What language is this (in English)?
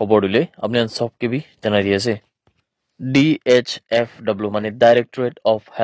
Naga Pidgin